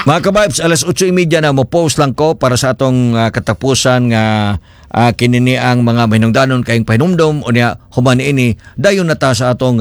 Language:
Cebuano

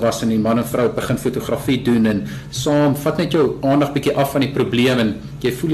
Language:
Afrikaans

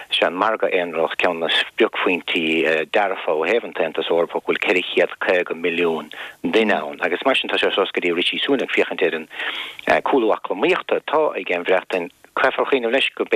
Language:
Irish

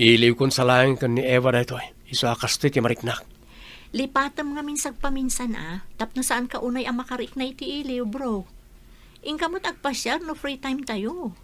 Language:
Iloko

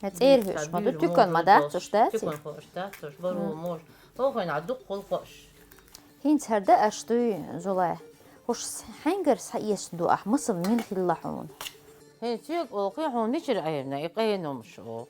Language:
Chechen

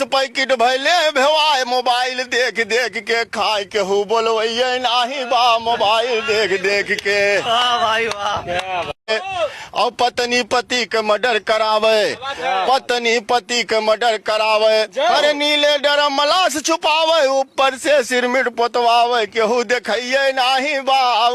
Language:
Bhojpuri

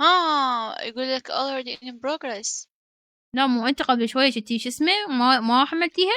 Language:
Mesopotamian Arabic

